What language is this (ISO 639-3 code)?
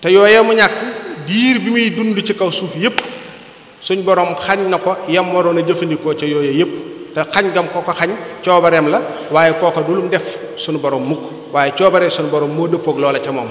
wol